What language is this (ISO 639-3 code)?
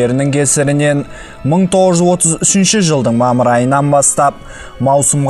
kaz